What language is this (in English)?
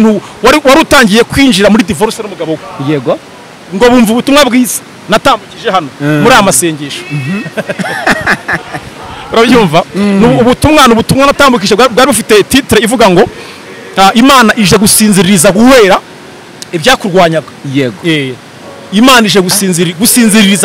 Kinyarwanda